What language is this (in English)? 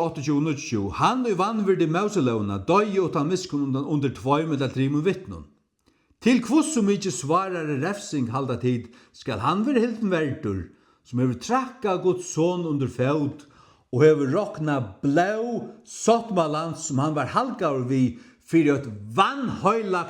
Faroese